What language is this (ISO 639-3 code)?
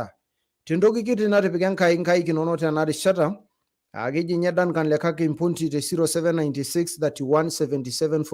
mas